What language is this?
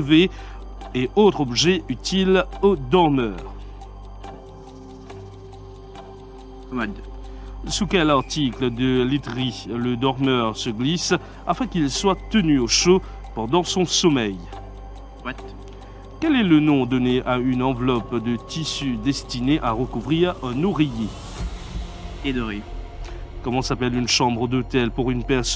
French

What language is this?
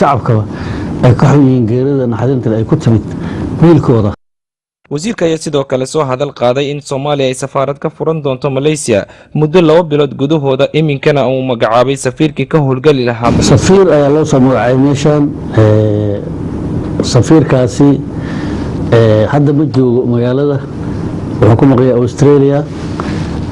Somali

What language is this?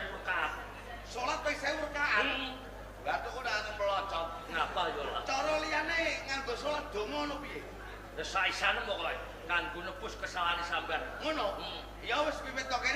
Javanese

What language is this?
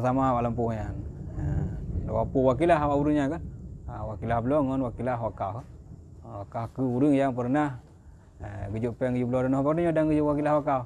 Achinese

